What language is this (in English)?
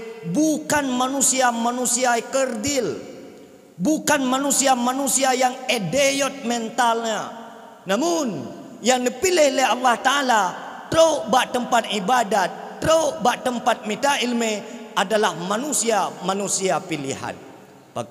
Achinese